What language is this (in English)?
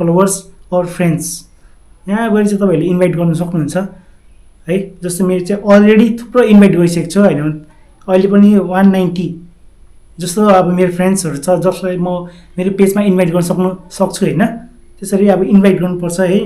Nepali